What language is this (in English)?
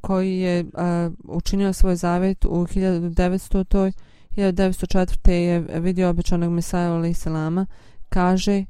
Bosnian